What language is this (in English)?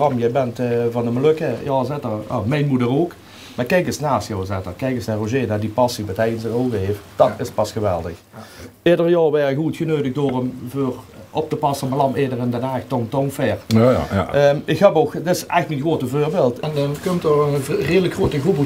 Limburgish